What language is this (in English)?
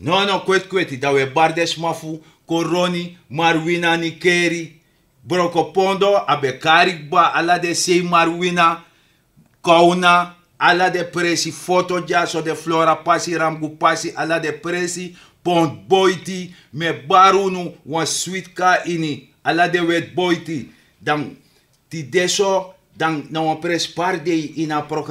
Sranan Tongo